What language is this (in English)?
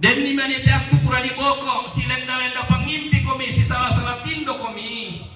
Toraja-Sa'dan